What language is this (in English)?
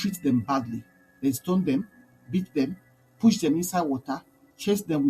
Nigerian Pidgin